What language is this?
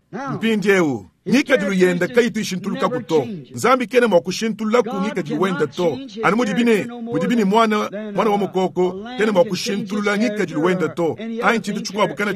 Luba-Lulua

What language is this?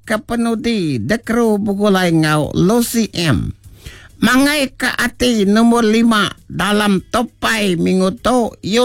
Iban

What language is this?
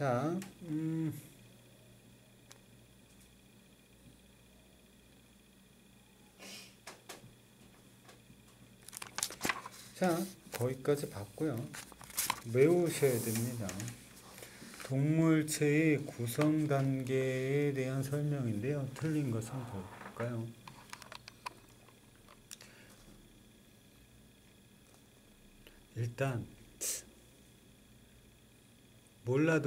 Korean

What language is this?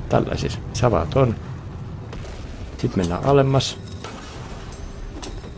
Finnish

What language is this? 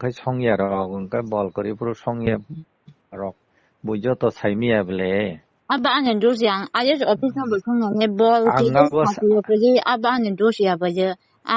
Kok Borok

